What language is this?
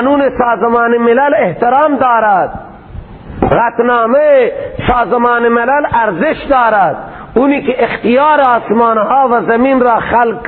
Persian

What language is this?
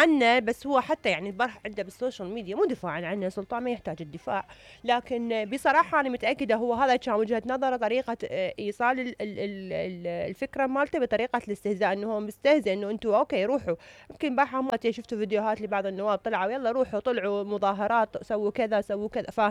Mesopotamian Arabic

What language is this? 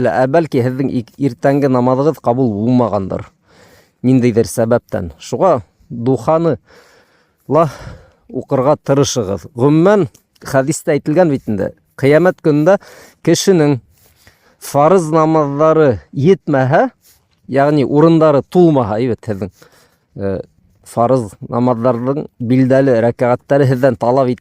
Bashkir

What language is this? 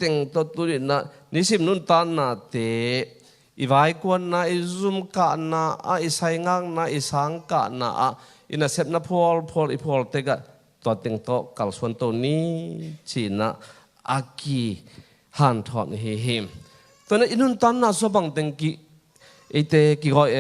Tedim Chin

